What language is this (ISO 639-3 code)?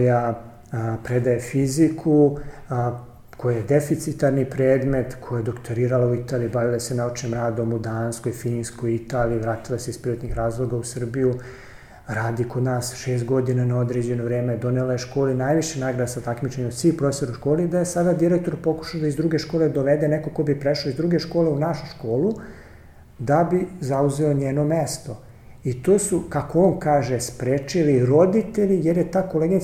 srp